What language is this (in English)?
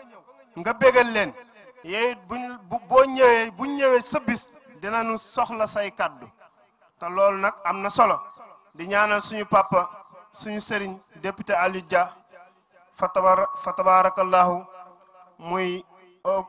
Wolof